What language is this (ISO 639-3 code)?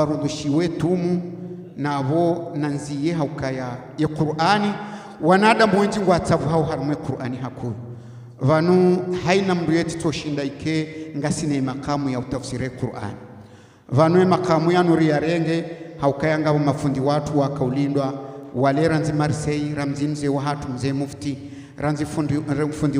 zdj